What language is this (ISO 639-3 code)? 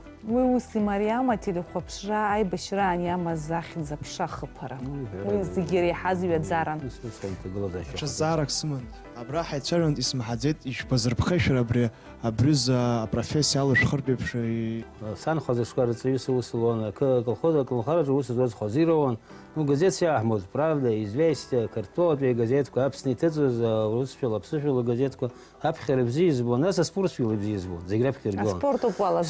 abk